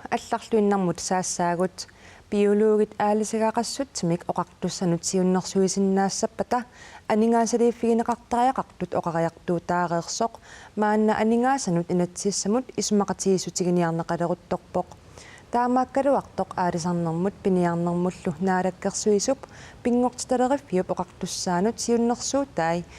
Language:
Kalaallisut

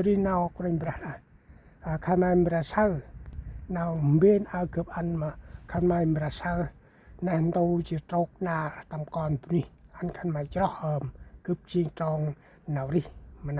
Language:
Central Mnong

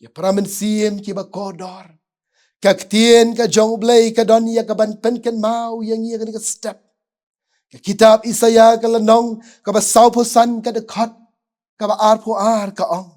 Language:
Khasi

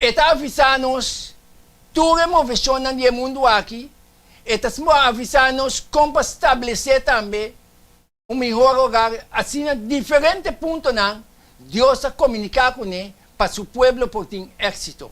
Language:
Papiamento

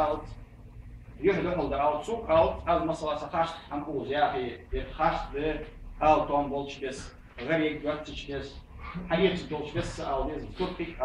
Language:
Ingush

